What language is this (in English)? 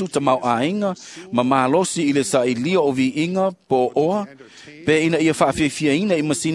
Samoan